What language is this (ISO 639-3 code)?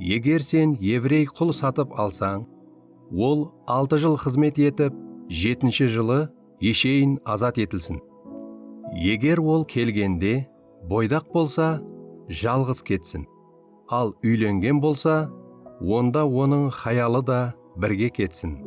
kaa